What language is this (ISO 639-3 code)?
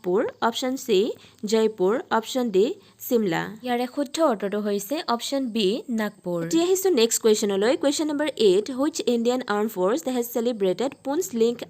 asm